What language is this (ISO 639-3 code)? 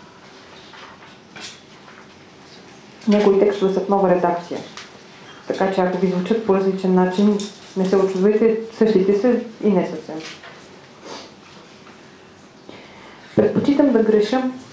bul